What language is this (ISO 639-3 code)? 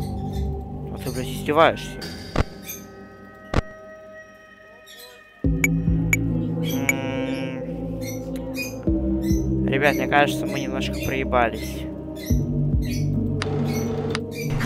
rus